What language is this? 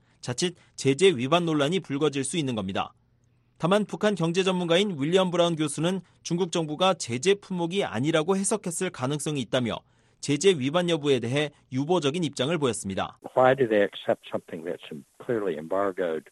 Korean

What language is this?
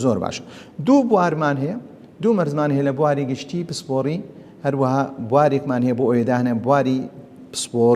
Central Kurdish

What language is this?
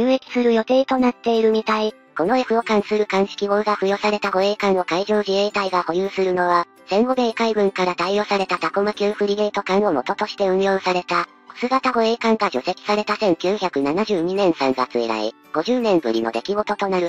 Japanese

